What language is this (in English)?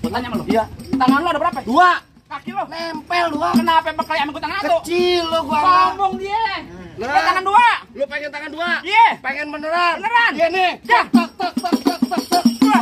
Betawi